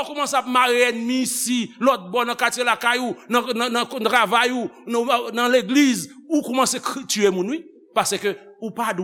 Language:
Haitian Creole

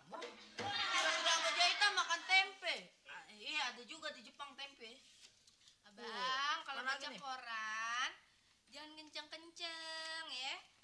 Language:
Betawi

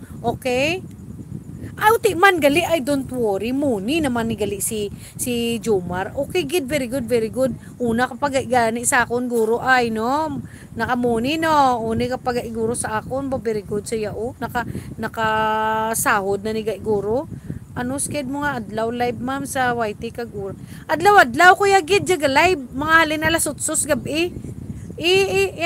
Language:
Hiligaynon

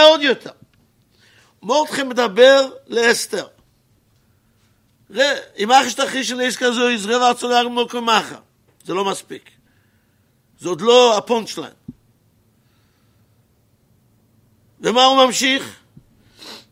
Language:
Hebrew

